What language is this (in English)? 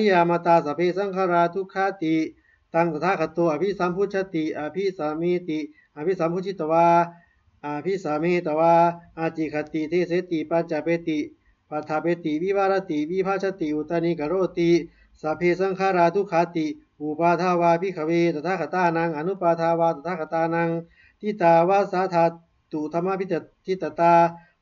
Pali